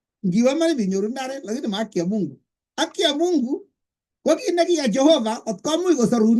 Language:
Kalenjin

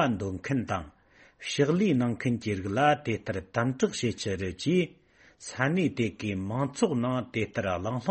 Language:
Tibetan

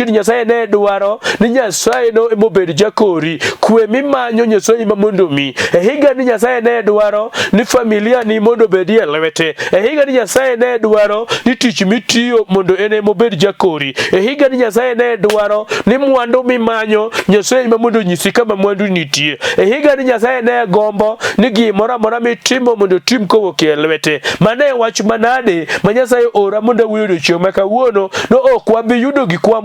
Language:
Luo (Kenya and Tanzania)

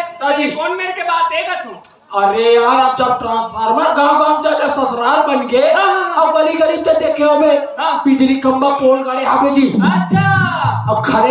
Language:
Chhattisgarhi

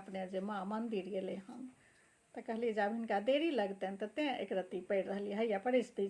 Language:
Maithili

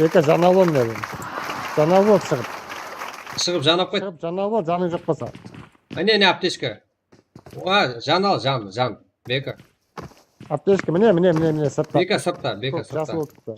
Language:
Kara-Kalpak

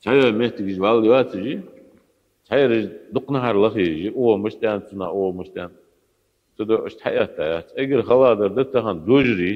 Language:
Ingush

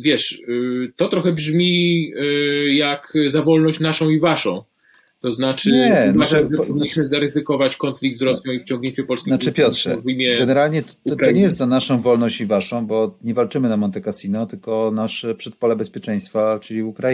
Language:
Polish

